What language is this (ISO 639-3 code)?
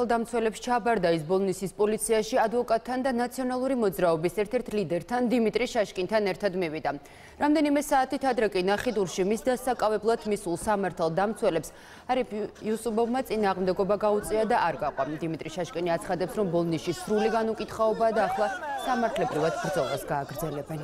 kat